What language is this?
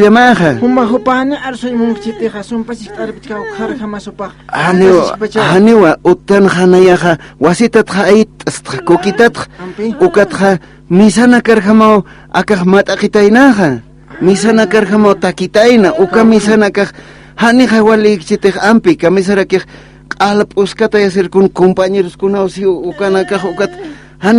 Aymara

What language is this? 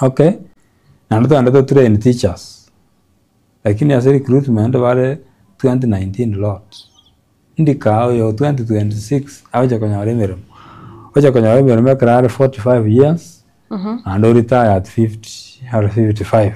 Gusii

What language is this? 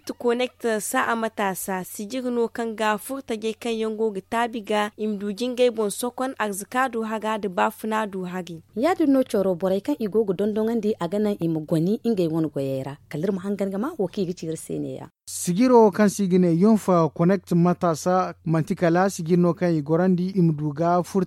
Zarma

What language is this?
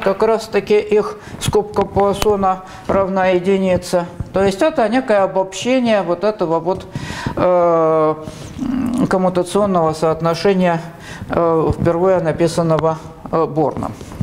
Russian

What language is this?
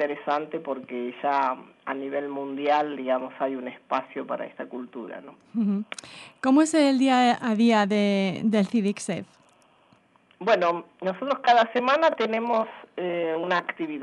Spanish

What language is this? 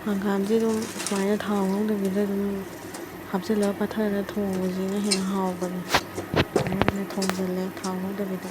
Manipuri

